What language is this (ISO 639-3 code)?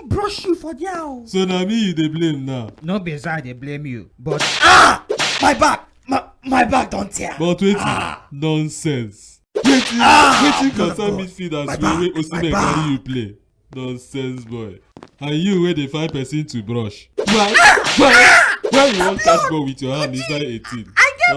pcm